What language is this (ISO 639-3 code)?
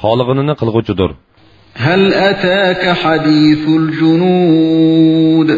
uig